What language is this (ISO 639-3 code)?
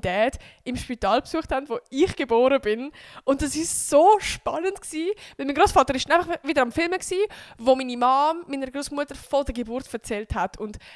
gsw